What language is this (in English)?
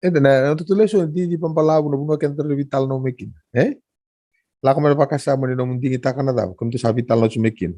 Fijian